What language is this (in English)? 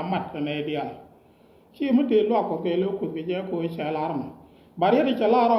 Nuer